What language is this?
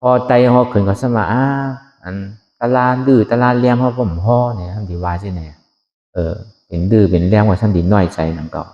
Shan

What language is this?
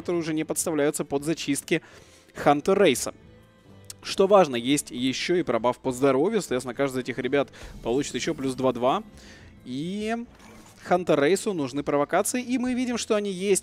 Russian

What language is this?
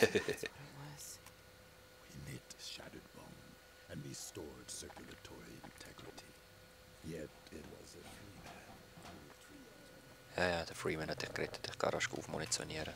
Swiss German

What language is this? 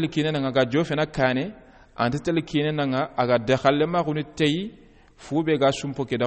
Soninke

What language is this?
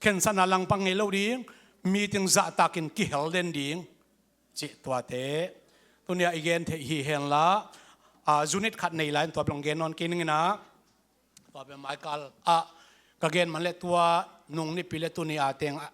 Tedim Chin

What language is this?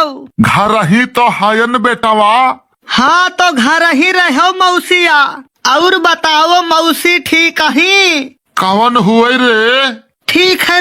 Awadhi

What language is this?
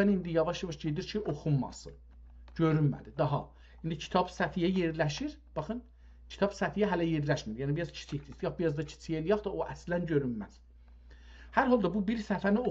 South Azerbaijani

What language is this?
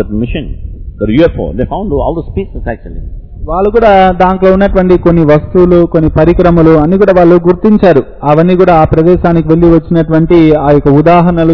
Telugu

